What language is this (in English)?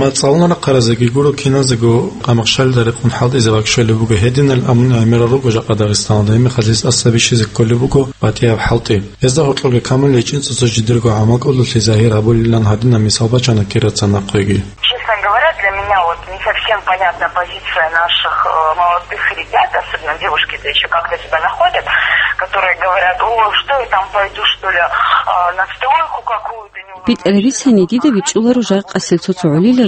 Avaric